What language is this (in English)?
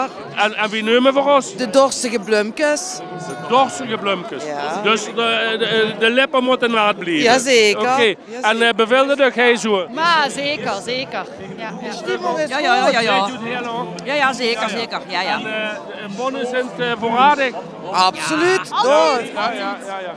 Limburgish